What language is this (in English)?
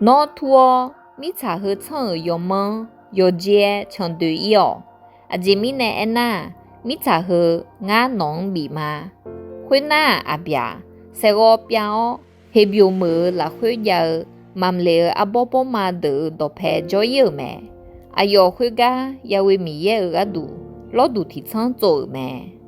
Akha